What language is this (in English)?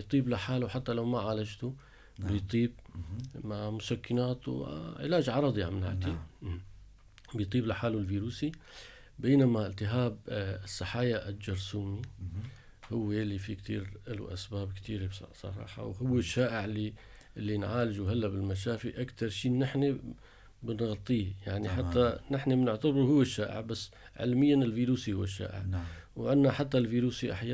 North Levantine Arabic